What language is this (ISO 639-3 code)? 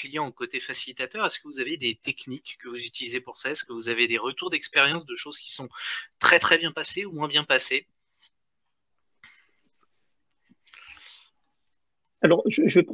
fra